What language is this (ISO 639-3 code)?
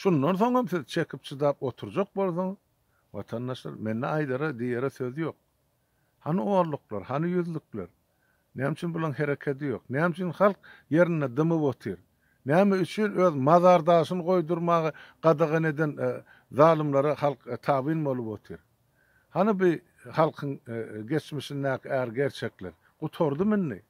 tuk